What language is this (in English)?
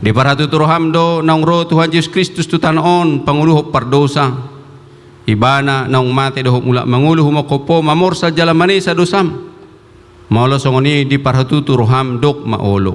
Batak Toba